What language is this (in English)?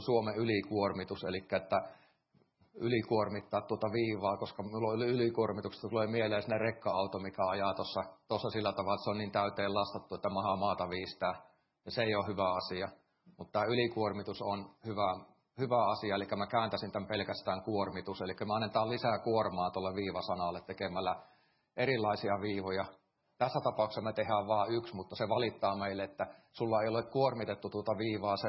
Finnish